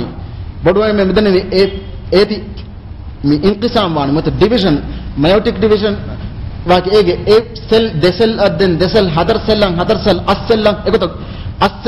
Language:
Divehi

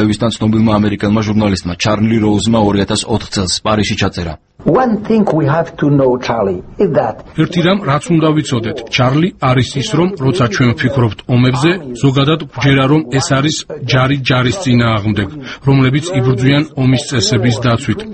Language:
Georgian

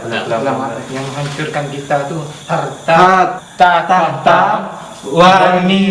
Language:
Minangkabau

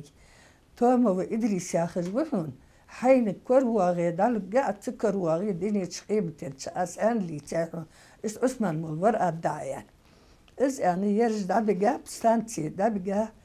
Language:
Ingush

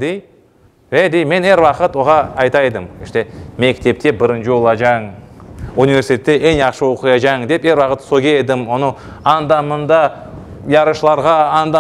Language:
Crimean Tatar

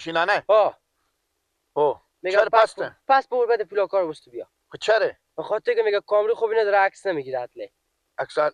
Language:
Persian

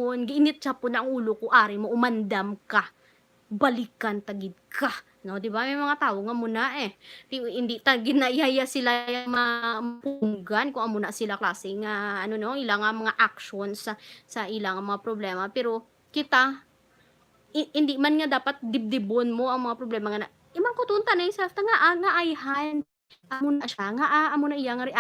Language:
Hiligaynon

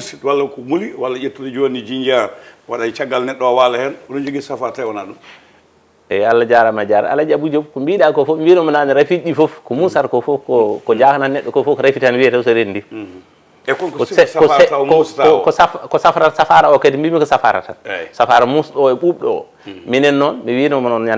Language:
Fula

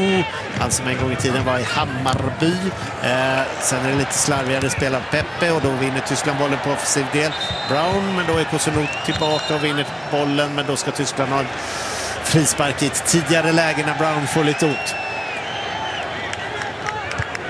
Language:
Swedish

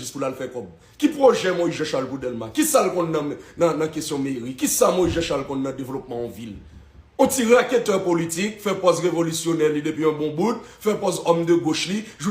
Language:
Haitian Creole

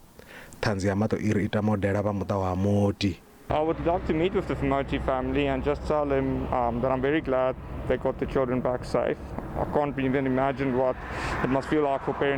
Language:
Venda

